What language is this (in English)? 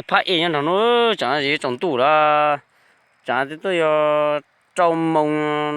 Hmong